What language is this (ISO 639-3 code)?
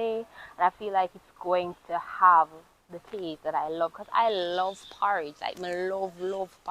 jam